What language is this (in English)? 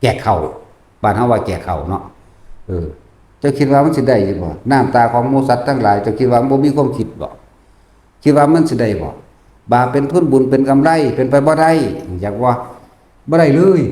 Northeastern Thai